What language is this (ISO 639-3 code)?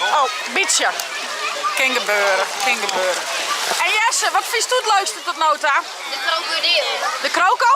fry